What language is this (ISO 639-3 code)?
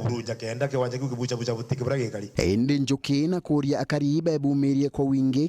mer